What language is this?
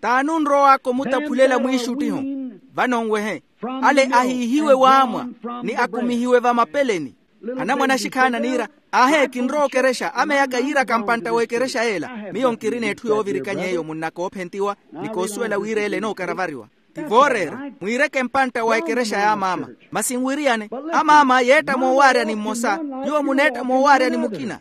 Makhuwa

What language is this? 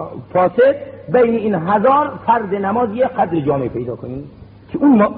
Persian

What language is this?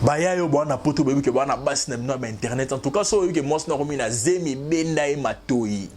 Lingala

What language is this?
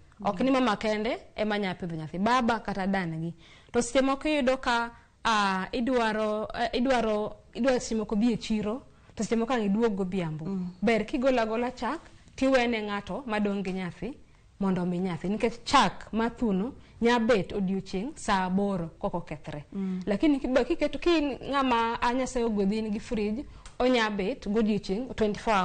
Luo (Kenya and Tanzania)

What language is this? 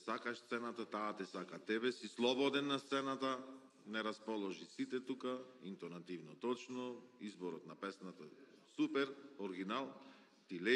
Macedonian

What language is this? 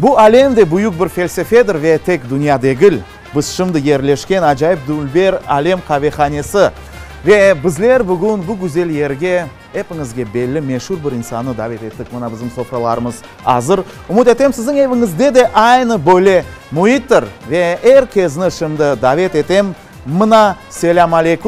Crimean Tatar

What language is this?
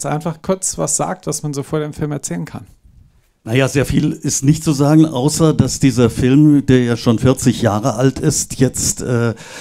German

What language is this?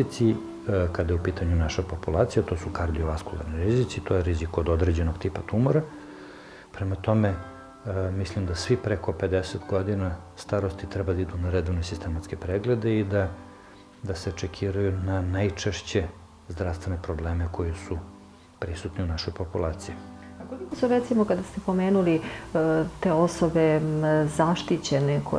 Serbian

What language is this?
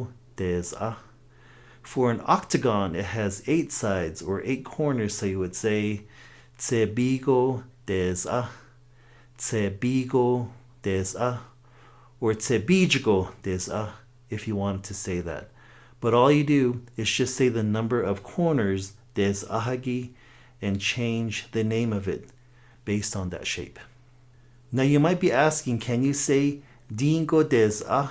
Navajo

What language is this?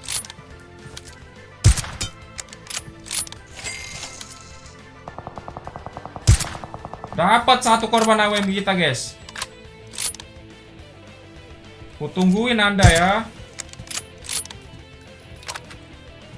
Indonesian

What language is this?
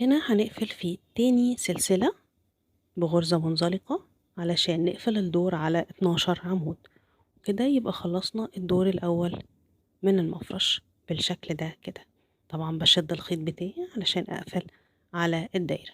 Egyptian Arabic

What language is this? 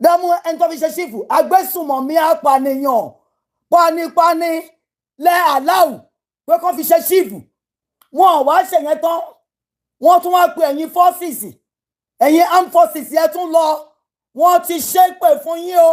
Yoruba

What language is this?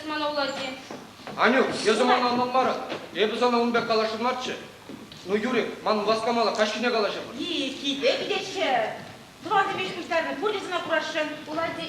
Chuvash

